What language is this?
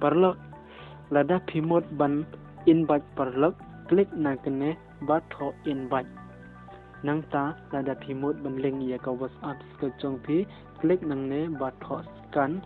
Khasi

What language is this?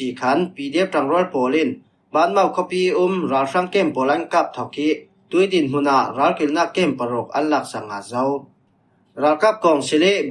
Falam Chin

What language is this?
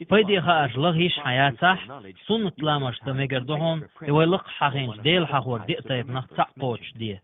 Chechen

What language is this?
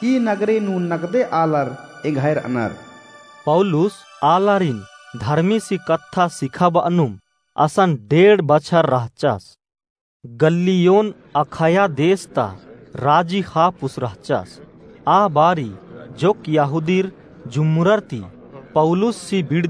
Kurukh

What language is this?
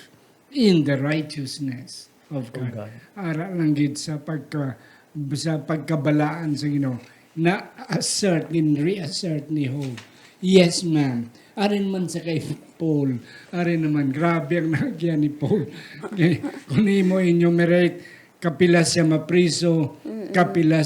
Hiligaynon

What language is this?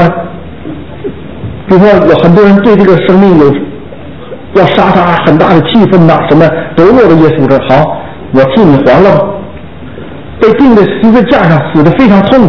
Chinese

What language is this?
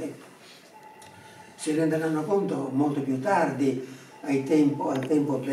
Italian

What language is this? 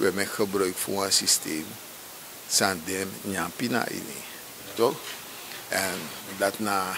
Sranan Tongo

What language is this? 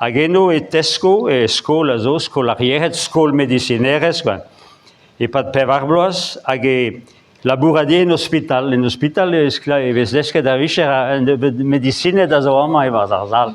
Breton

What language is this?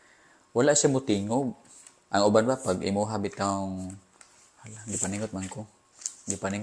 Cebuano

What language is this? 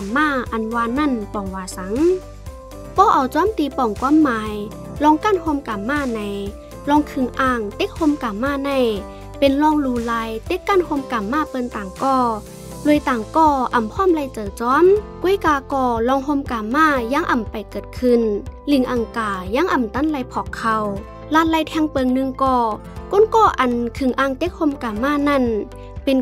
Shan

